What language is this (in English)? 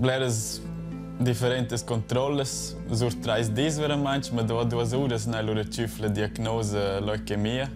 Romansh